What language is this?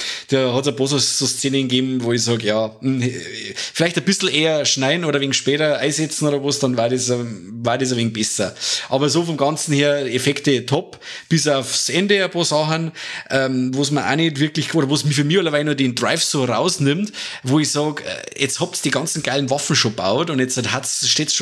Bavarian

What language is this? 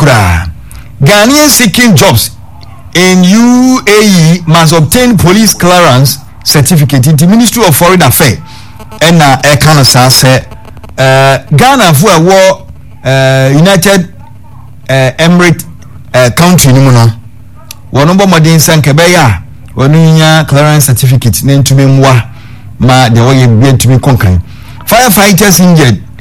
Akan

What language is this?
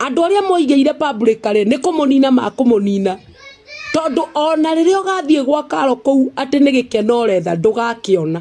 Kikuyu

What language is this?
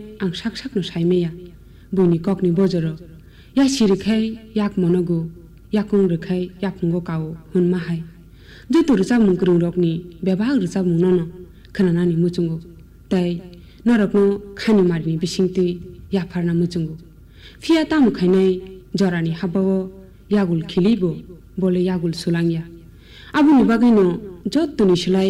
Kok Borok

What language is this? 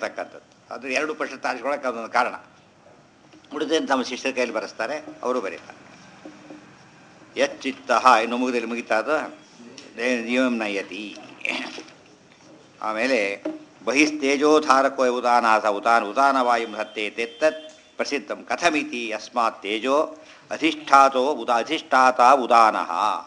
Kannada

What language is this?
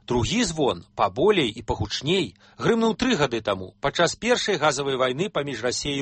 Belarusian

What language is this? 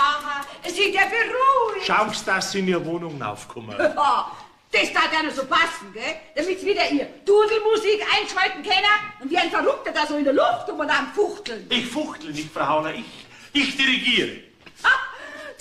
Bavarian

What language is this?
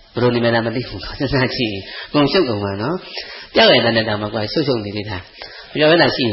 Burmese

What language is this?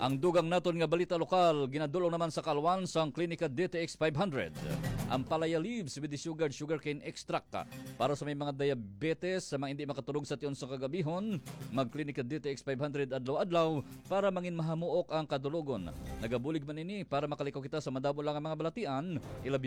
Hiligaynon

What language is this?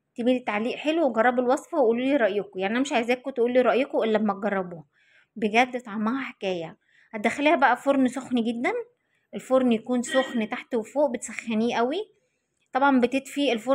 Egyptian Arabic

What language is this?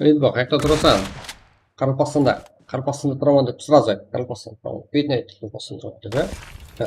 Kara-Kalpak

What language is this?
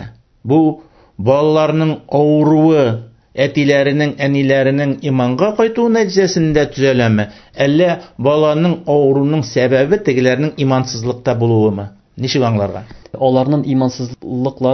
Tatar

